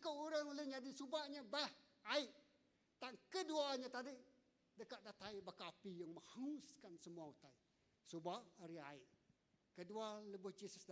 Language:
Iban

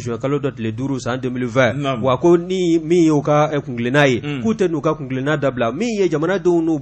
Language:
Bambara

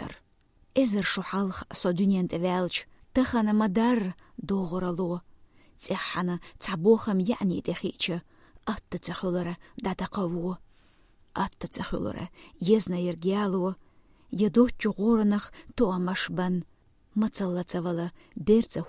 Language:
Chechen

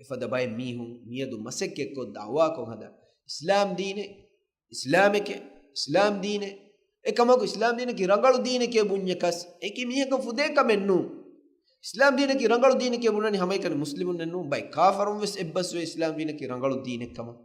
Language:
Divehi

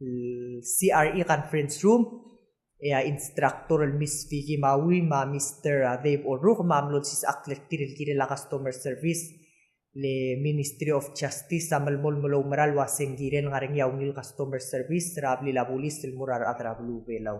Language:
Palauan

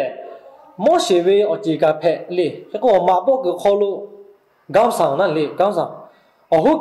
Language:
Lahu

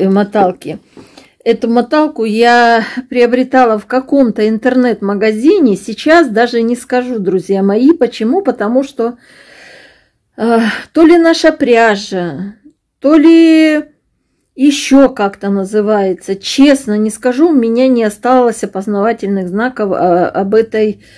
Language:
Russian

